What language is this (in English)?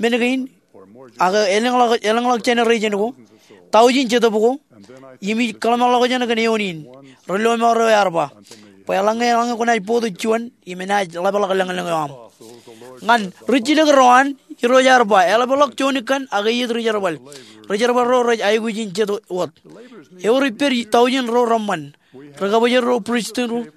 Marshallese